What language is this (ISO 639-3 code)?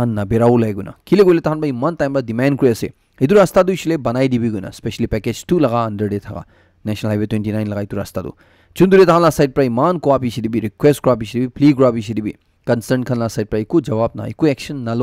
nag